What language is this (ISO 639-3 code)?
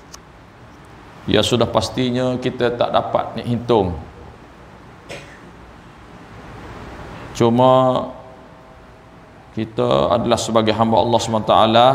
msa